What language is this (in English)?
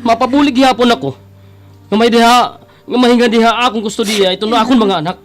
Waray